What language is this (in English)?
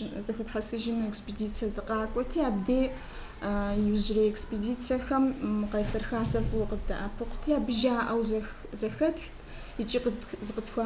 Kabardian